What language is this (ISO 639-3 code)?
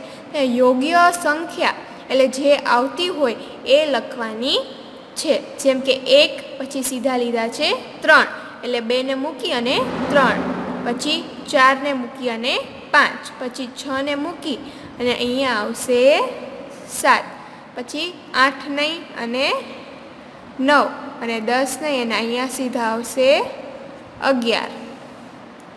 guj